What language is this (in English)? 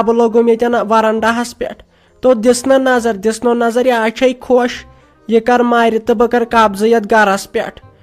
Kashmiri